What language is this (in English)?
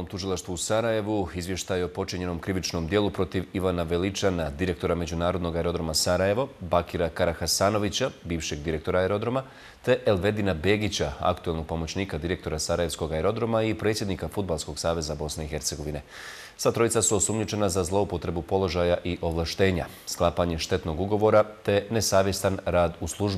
Croatian